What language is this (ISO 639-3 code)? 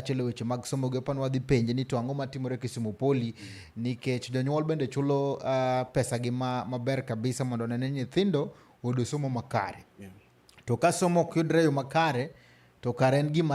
luo